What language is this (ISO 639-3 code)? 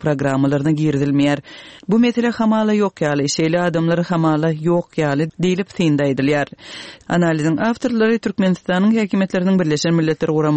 tuk